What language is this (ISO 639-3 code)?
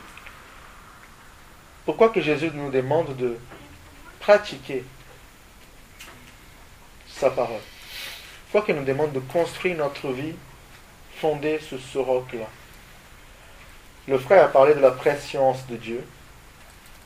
fra